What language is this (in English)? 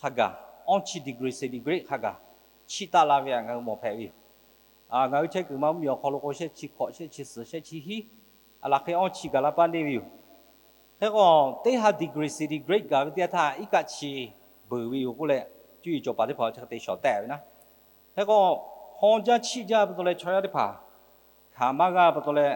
Lahu